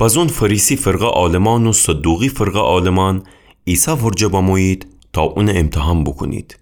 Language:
Gilaki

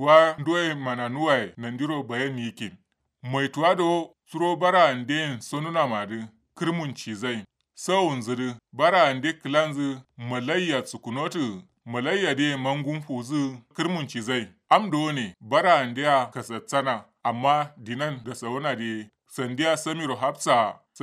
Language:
Kanuri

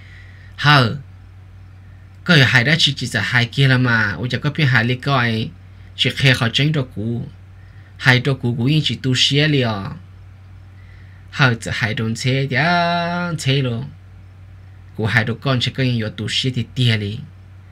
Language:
Vietnamese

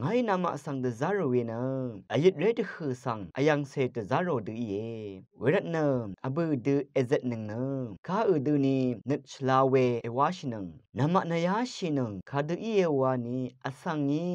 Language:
Rawang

